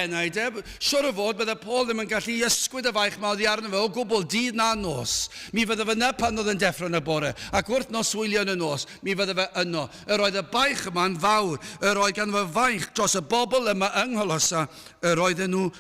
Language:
Welsh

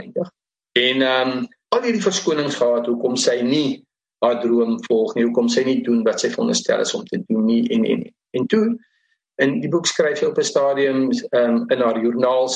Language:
Afrikaans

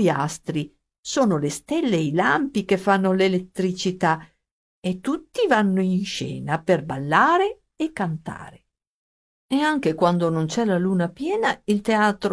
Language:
Italian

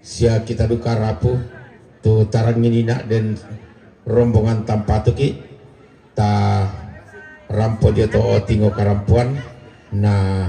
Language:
Toraja-Sa'dan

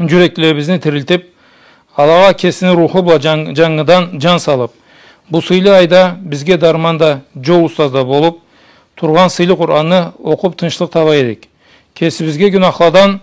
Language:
Karachay-Balkar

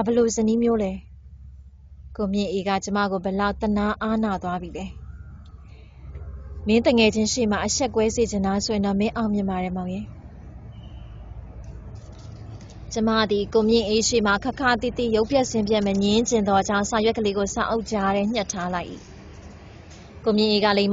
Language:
Burmese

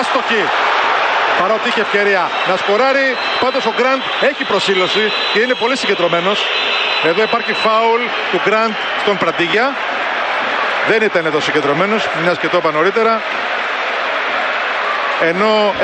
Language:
Greek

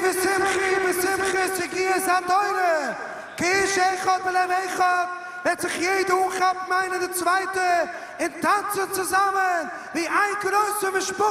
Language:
Yiddish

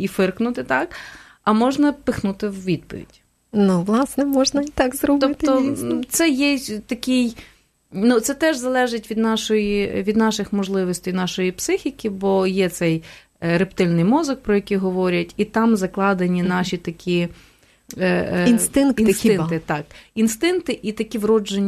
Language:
Ukrainian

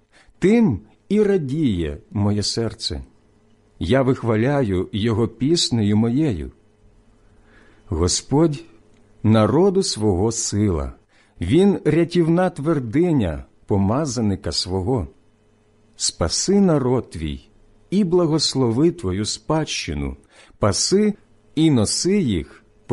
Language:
Ukrainian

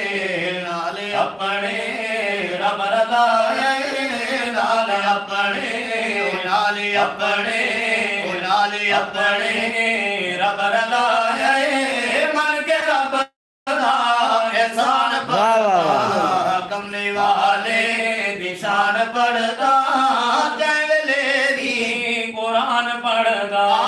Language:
Saraiki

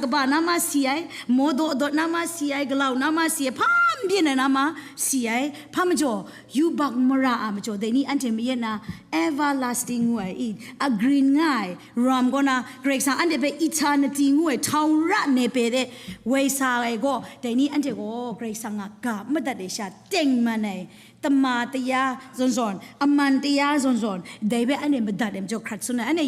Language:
Kachin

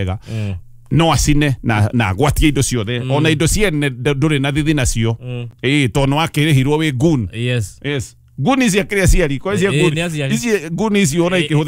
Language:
Kikuyu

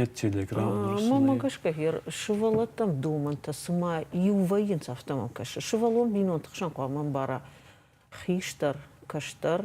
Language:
Ossetic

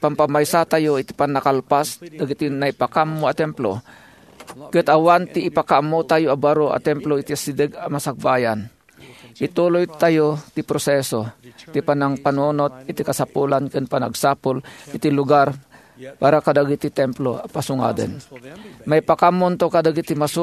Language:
Iloko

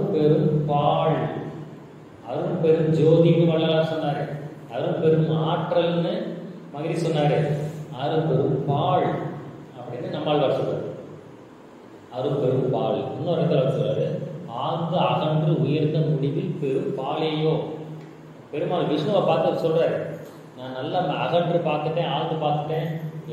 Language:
Tamil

